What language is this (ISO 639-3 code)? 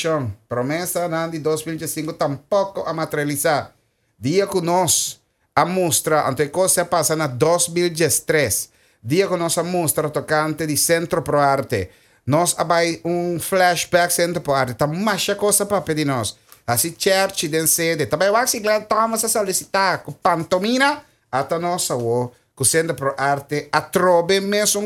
pap